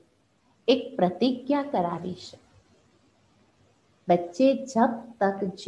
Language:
Gujarati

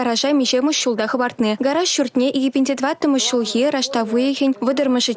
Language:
Chuvash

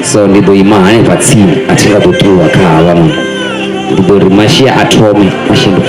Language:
Venda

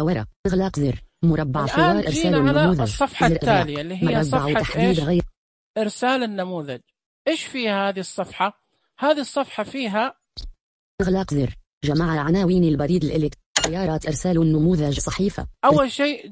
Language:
Najdi Arabic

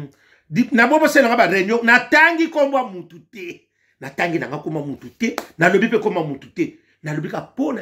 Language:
Lingala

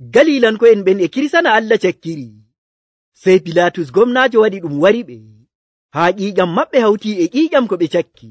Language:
Nigerian Fulfulde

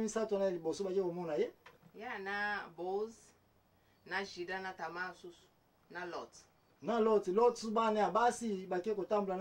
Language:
Lingala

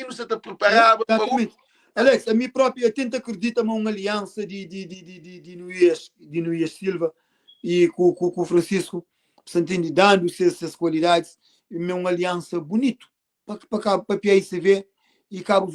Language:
Kabuverdianu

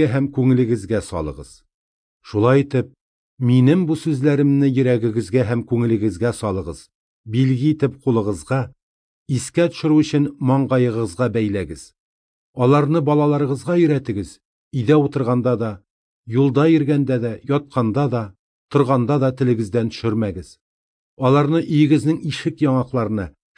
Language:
Tatar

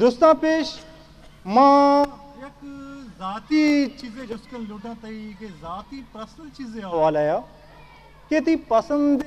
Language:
Eastern Balochi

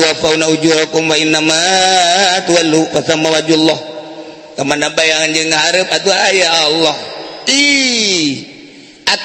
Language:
Sundanese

